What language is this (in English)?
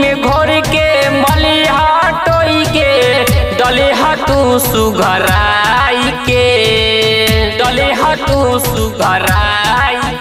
Bhojpuri